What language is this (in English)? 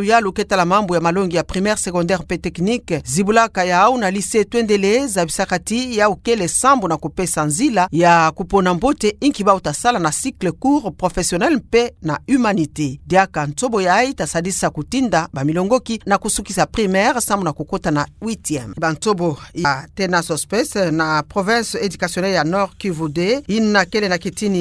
Kituba (Democratic Republic of Congo)